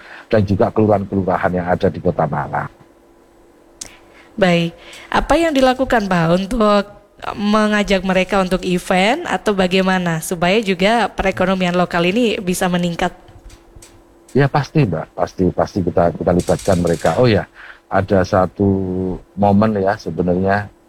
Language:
Indonesian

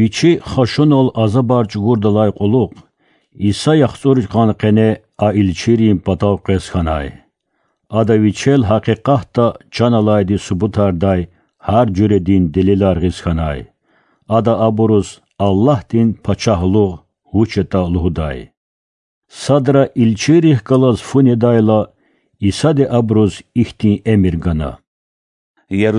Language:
Lezghian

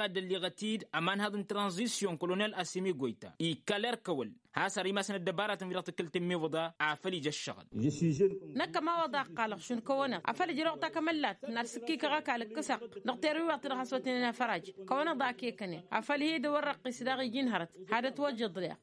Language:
Tamasheq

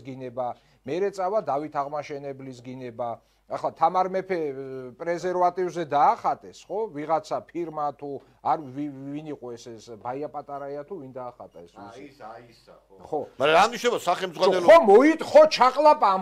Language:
Georgian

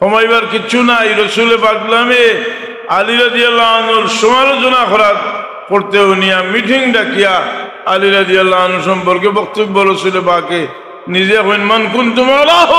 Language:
Sylheti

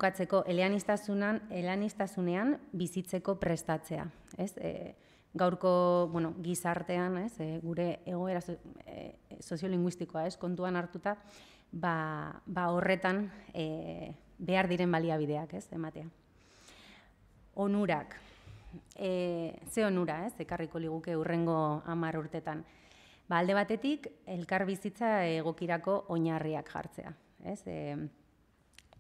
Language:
Basque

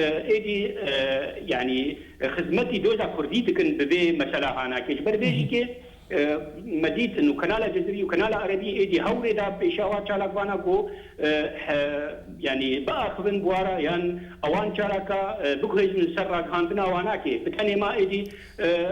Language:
Kurdish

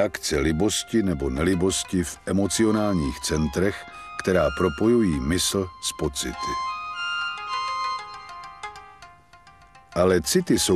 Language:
Czech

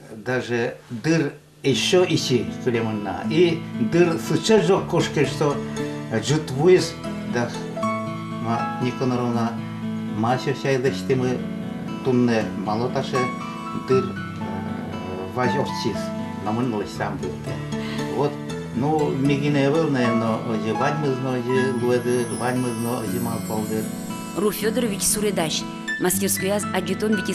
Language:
Udmurt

